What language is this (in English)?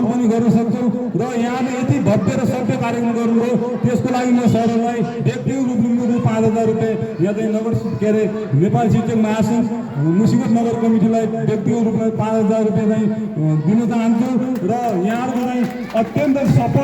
Nepali